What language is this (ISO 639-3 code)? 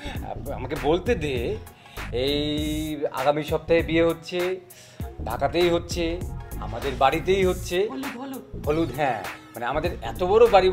ben